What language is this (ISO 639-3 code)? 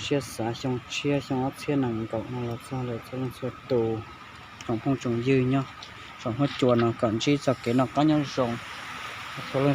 hmn